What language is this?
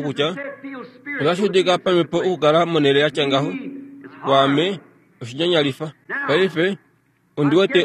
Kuanyama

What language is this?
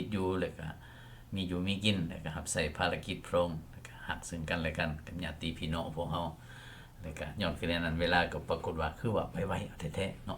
Lao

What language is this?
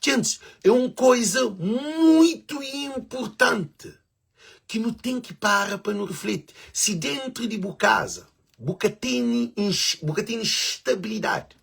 Kabuverdianu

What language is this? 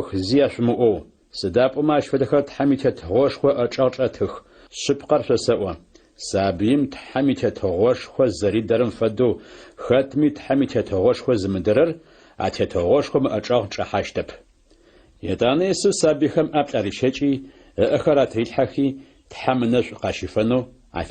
Adyghe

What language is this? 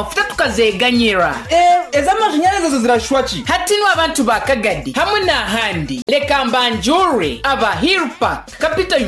Kinyarwanda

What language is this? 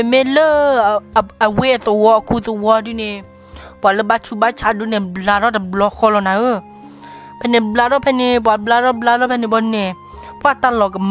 S'gaw Karen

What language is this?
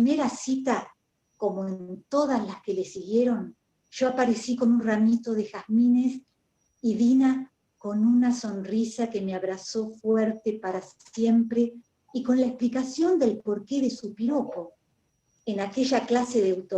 Ladino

